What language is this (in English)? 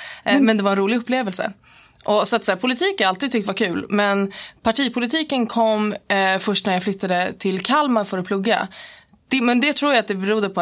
Swedish